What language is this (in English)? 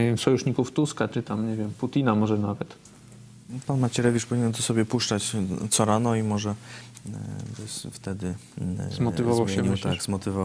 Polish